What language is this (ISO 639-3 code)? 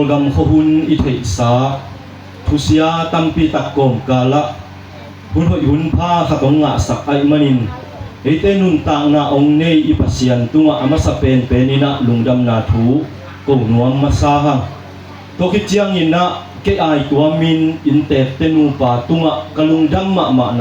ctd